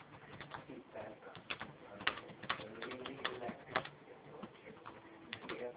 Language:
Estonian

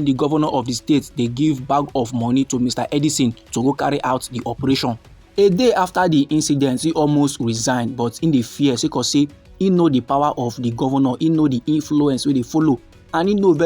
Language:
Nigerian Pidgin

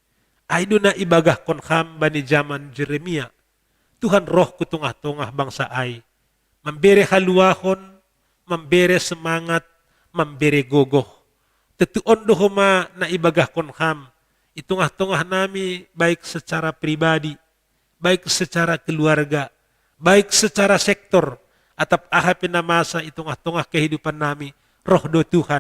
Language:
Batak Simalungun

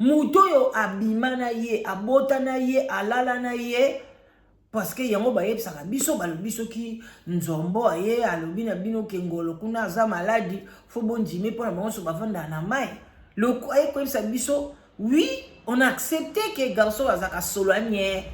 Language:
Lingala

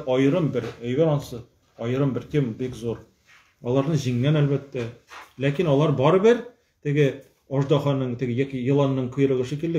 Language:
Tatar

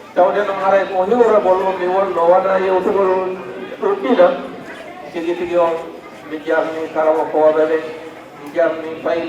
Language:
Fula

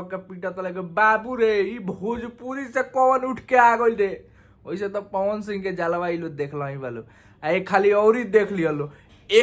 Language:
Bhojpuri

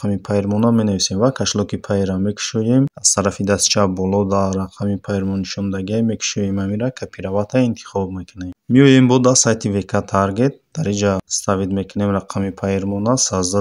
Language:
Tajik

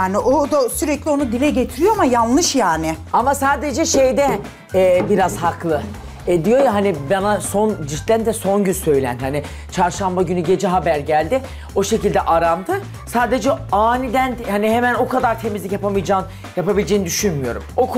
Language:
Turkish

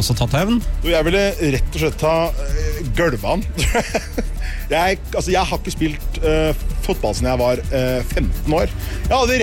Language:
Norwegian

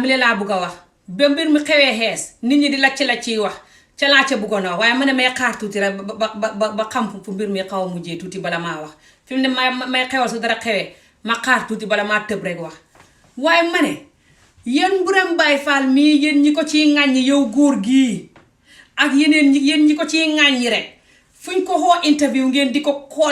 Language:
Wolof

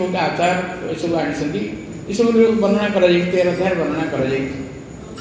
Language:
Odia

